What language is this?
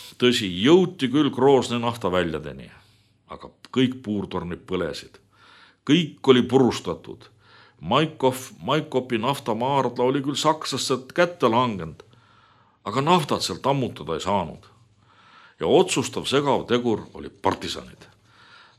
Estonian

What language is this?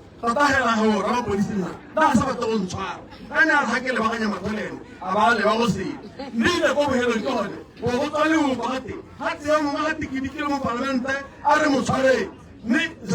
Tswana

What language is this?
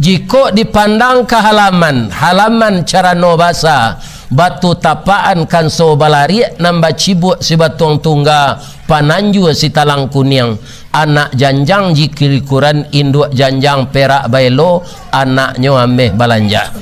Minangkabau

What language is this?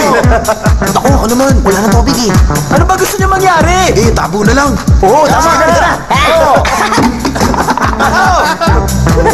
Filipino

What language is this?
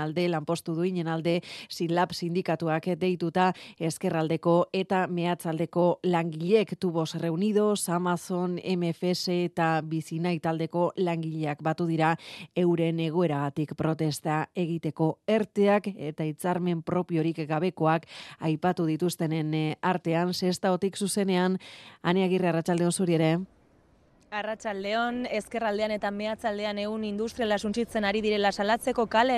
Basque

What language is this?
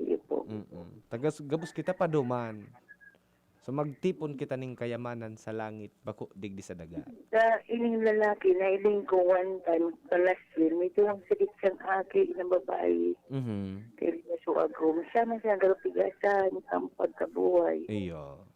Bikol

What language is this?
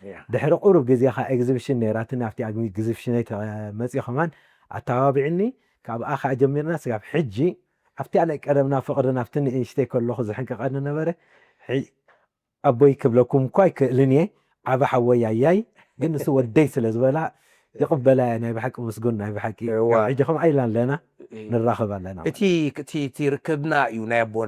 Tigrinya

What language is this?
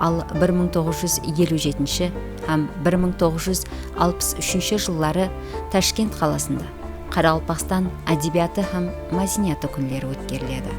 Kara-Kalpak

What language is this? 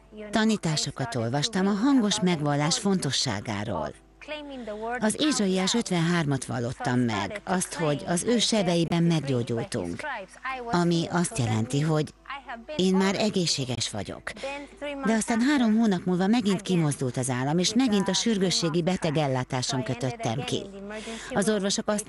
Hungarian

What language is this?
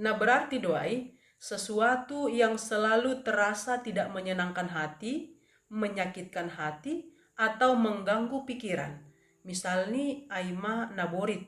Batak Simalungun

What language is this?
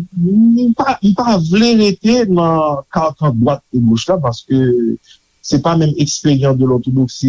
Haitian Creole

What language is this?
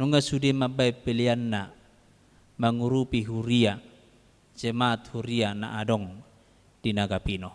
Batak Toba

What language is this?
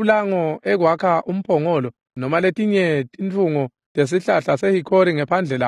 Swati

